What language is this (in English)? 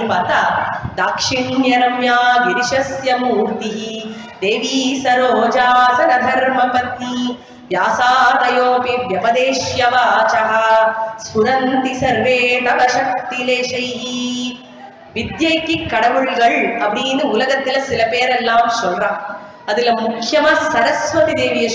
Tamil